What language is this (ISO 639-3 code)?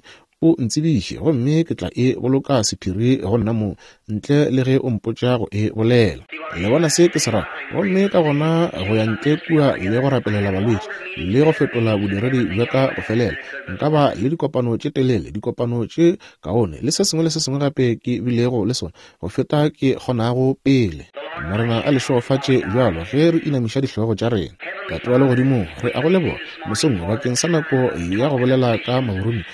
nso